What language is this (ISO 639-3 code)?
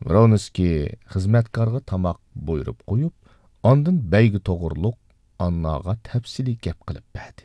uig